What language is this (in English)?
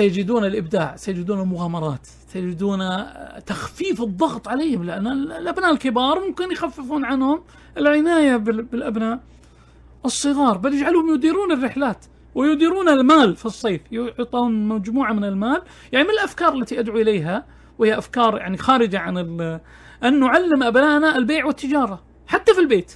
Najdi Arabic